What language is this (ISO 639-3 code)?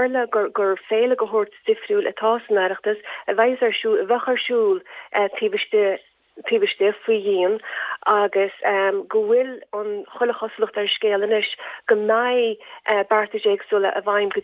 gle